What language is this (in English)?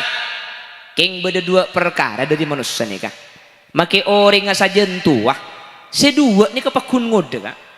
Madurese